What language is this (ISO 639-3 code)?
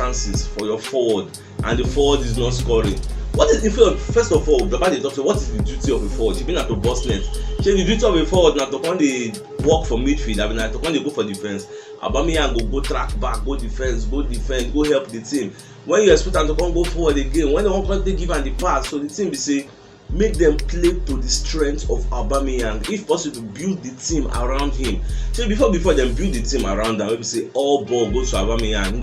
pcm